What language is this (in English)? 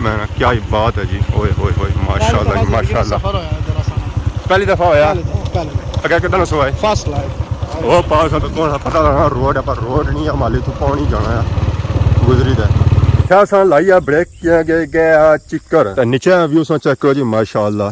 Pahari-Potwari